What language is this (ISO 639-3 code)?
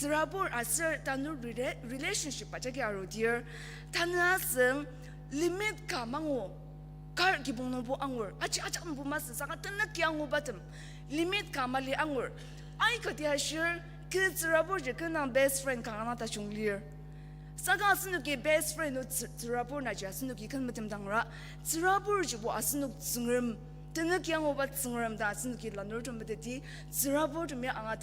njo